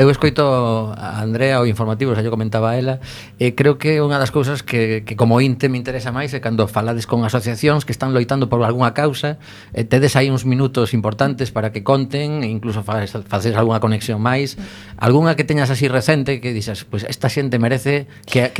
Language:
Galician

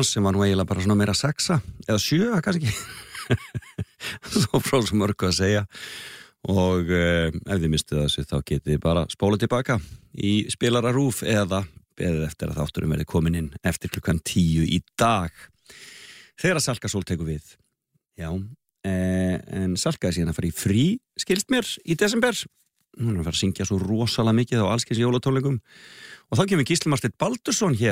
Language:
Icelandic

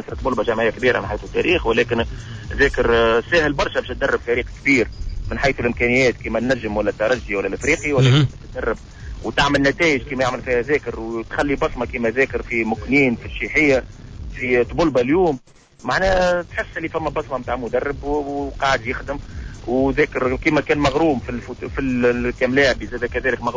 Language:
Tunisian Arabic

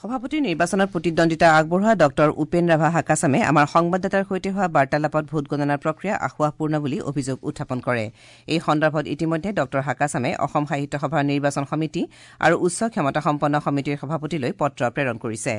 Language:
Assamese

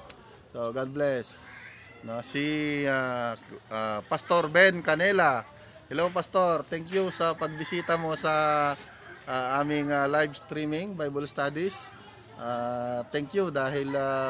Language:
Filipino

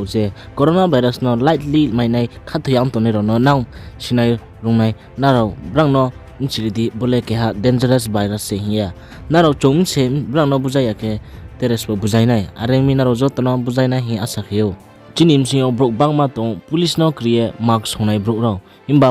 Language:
Riang (India)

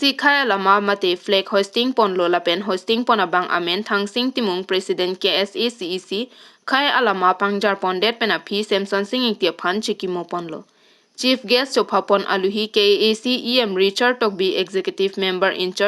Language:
Karbi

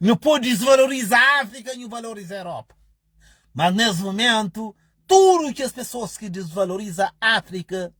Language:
Kabuverdianu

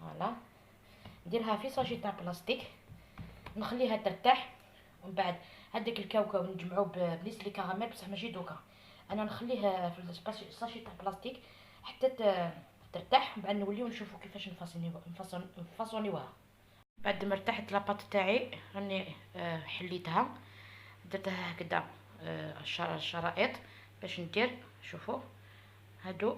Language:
Algerian Arabic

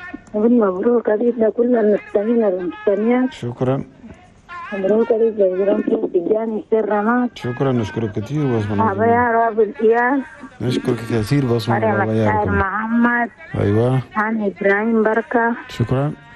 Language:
Chadian Arabic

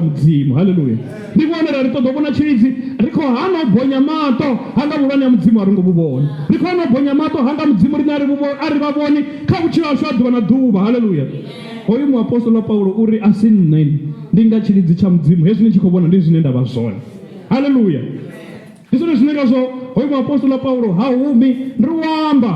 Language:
Venda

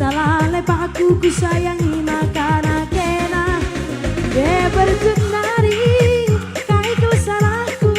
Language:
Batak Karo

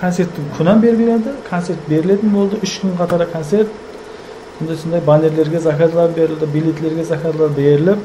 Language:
Kara-Kalpak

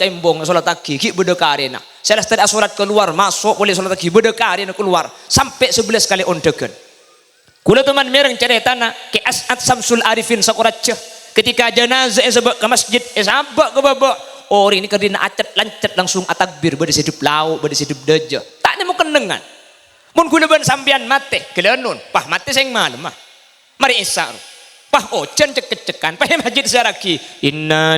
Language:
Madurese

